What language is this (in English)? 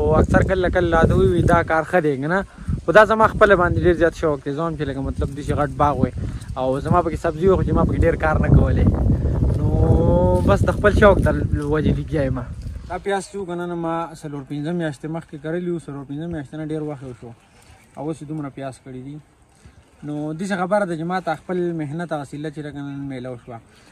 Pashto